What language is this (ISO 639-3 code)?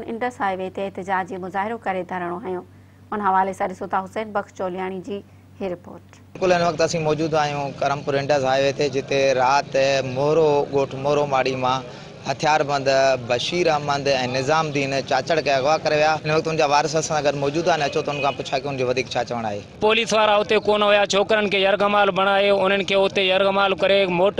snd